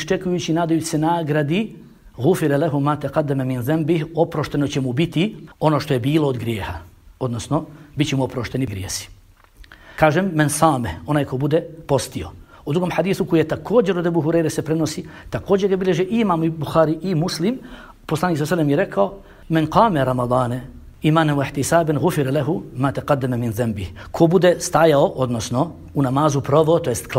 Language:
Bosnian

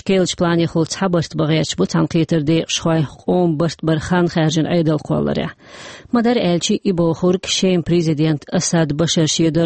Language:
Chechen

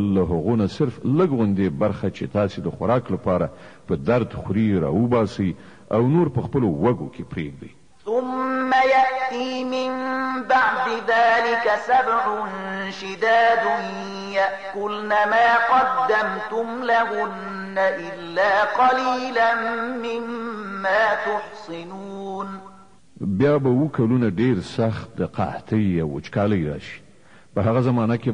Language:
Pashto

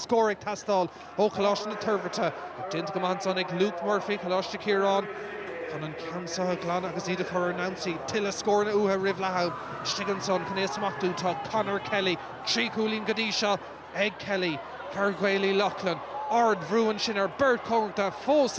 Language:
Irish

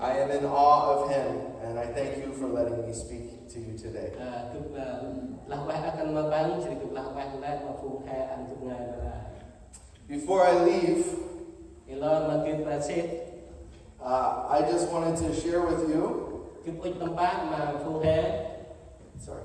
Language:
Central Mnong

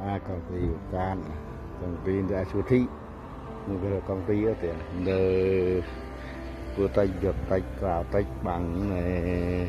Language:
Central Mnong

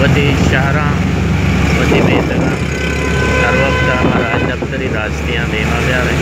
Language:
Baluchi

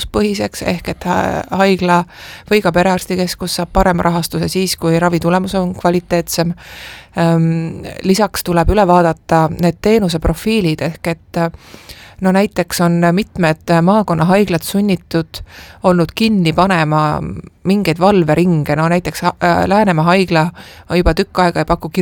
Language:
Estonian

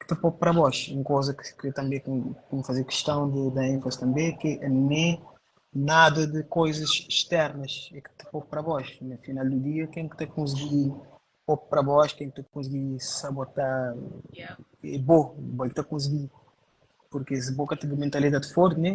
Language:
Kabuverdianu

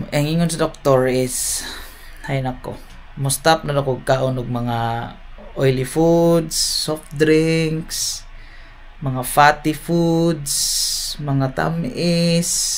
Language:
Cebuano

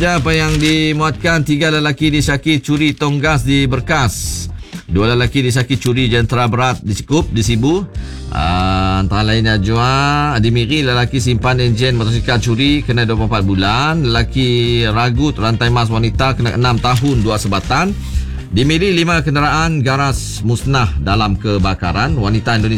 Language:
Malay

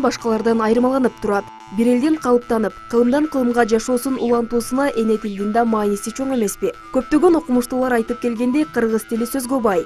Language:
Kyrgyz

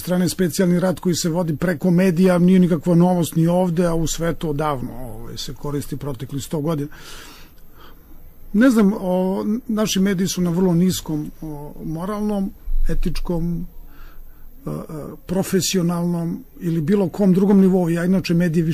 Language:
Serbian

